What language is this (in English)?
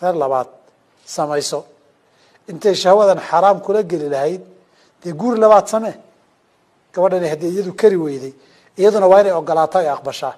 Somali